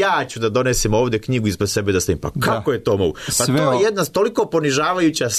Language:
Serbian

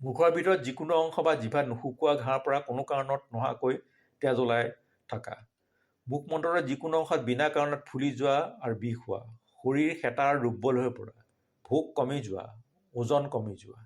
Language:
Assamese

